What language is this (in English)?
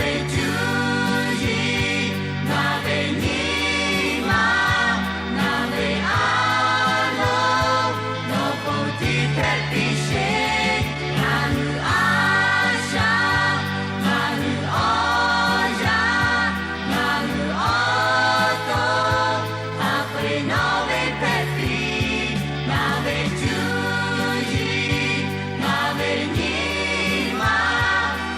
Lahu